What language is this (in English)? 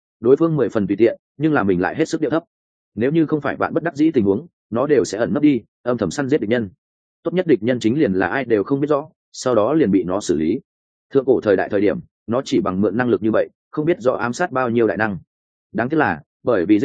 Vietnamese